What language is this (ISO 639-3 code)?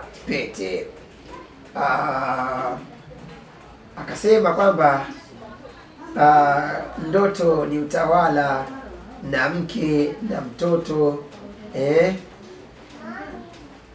swa